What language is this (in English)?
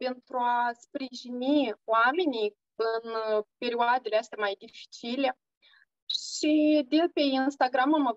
Romanian